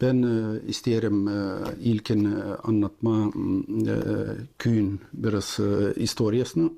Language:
Gagauz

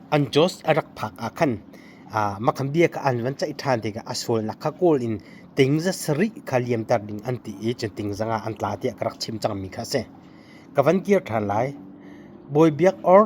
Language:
Hakha Chin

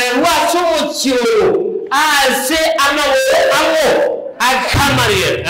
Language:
Gusii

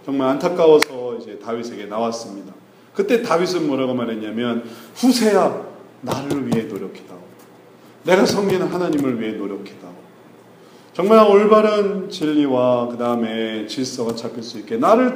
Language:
Korean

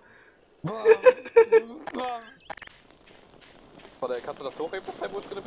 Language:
German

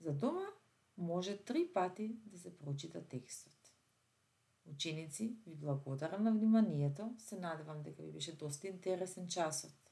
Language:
Macedonian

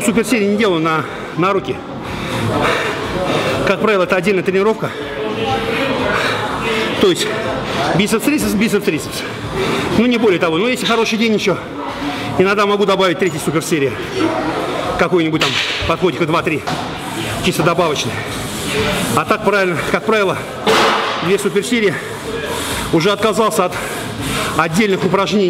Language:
Russian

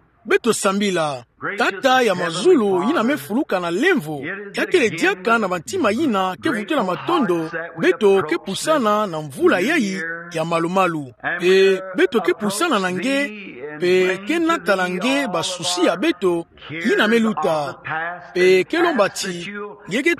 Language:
Kituba (Democratic Republic of Congo)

